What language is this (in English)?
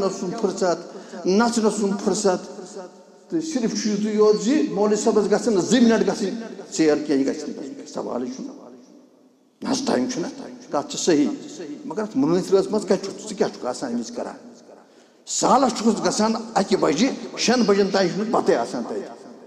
Kashmiri